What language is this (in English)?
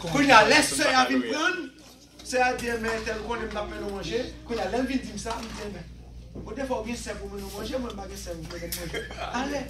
Haitian Creole